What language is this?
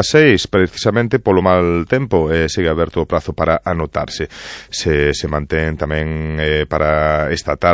Galician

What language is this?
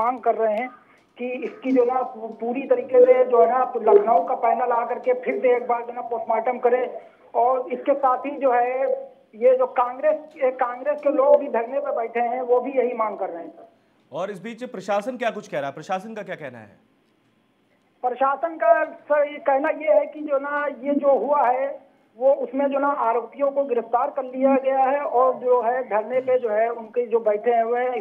Hindi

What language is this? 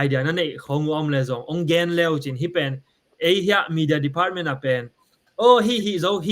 Tedim Chin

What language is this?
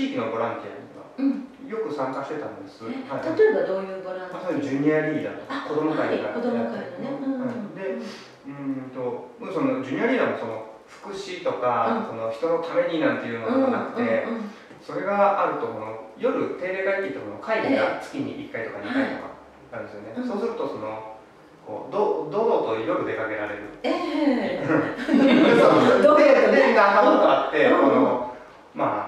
Japanese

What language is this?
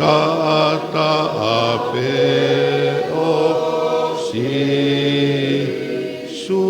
Tongan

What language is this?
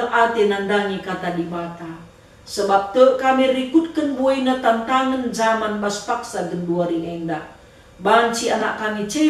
Batak Karo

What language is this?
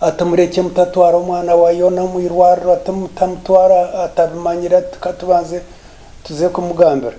Nyankole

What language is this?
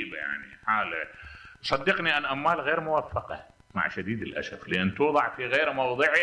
Mesopotamian Arabic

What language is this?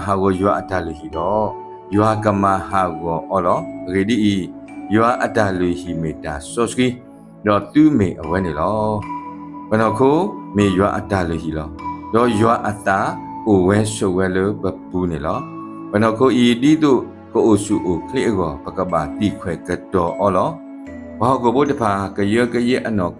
S'gaw Karen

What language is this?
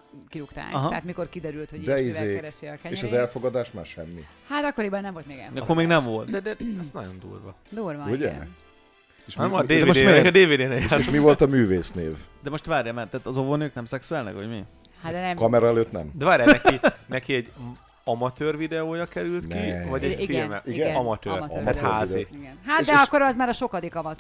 Hungarian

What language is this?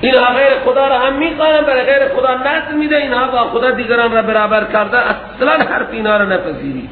Persian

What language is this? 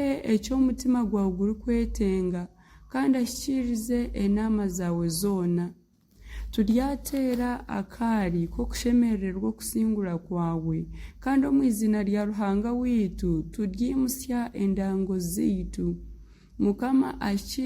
Nyankole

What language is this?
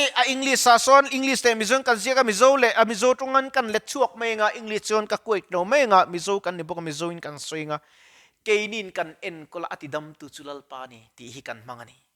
Mizo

